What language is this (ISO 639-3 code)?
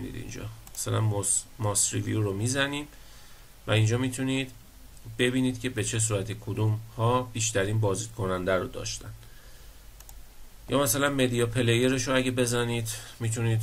fas